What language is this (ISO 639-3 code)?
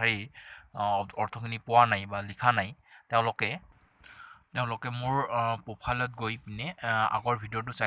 asm